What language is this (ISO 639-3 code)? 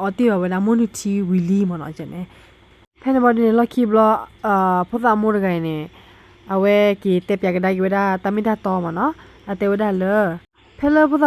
ksw